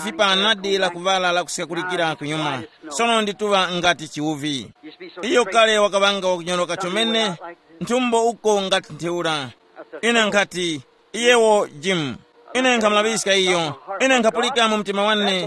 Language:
Tumbuka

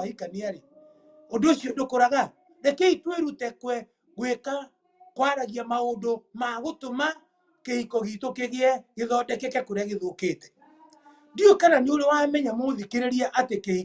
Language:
Kikuyu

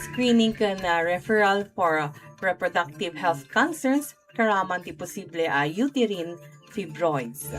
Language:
Iloko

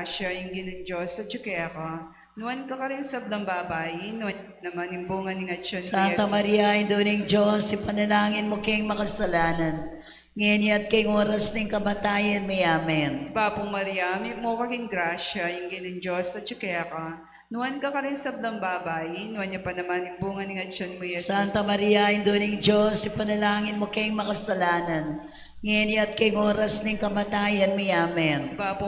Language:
Pampanga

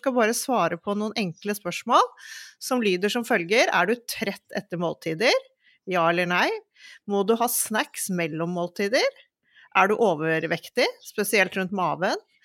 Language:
Norwegian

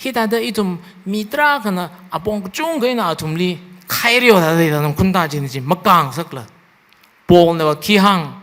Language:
Tangkhul Naga (India)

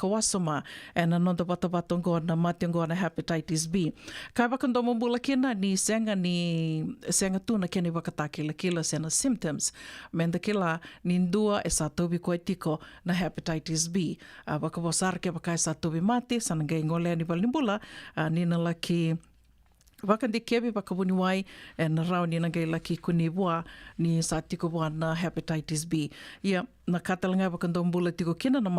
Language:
Fijian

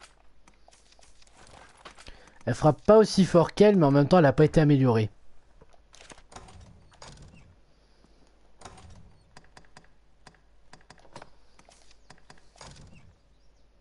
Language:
French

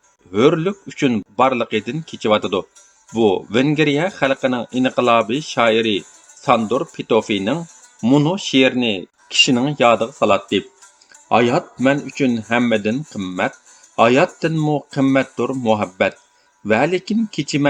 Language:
Uyghur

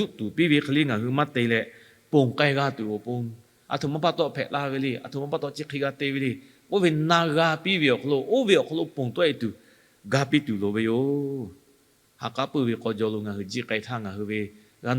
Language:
Lahu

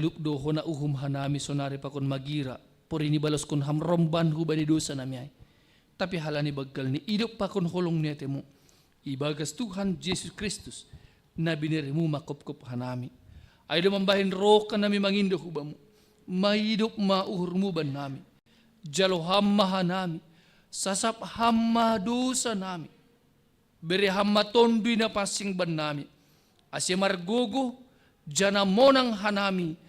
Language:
Batak Simalungun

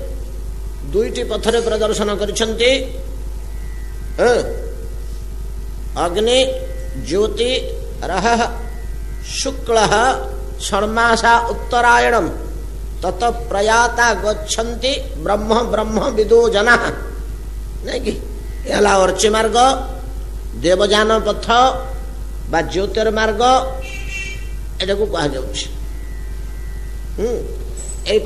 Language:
Odia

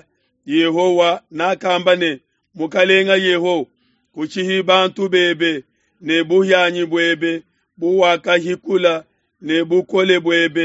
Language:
Luba-Lulua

